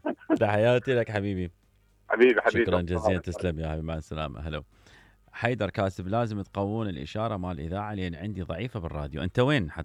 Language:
Mesopotamian Arabic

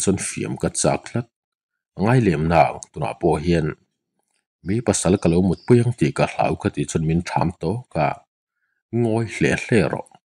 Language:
Mizo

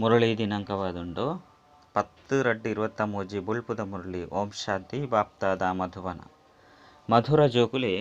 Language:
Tulu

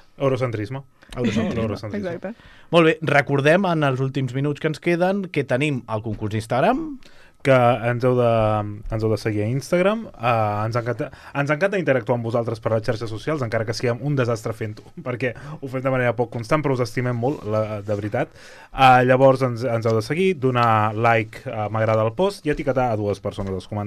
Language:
Catalan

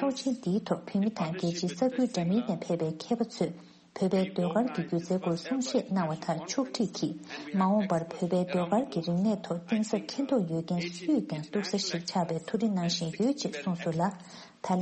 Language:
Tibetan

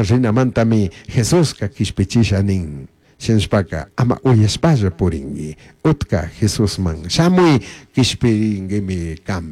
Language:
Chimborazo Highland Quichua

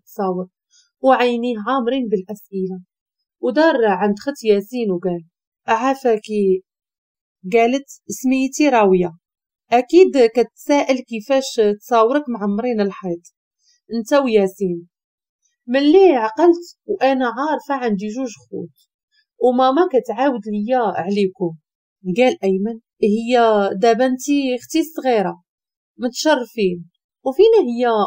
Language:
Moroccan Arabic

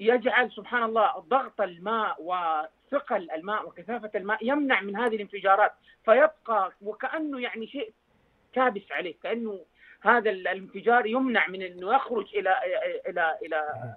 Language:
Najdi Arabic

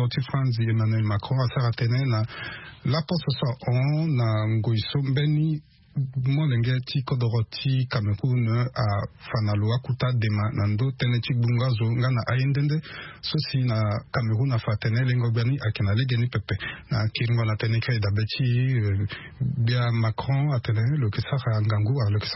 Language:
Sango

